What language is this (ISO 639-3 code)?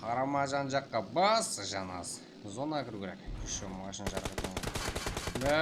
kaa